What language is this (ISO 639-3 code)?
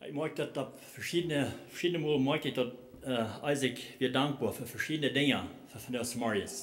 pdt